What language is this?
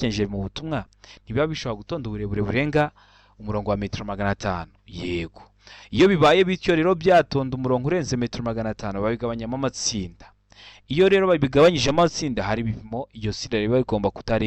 Kinyarwanda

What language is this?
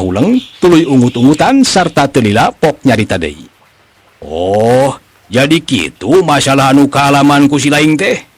Sundanese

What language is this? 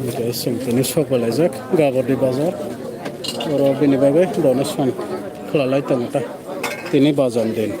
Kok Borok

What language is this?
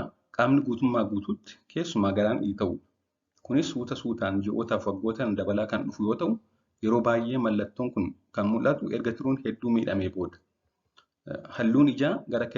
Oromo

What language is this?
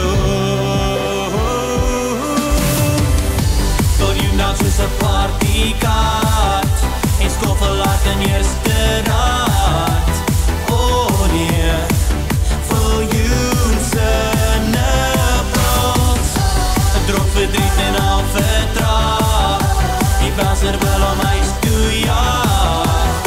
Afrikaans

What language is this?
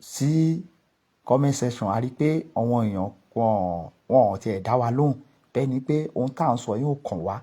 Yoruba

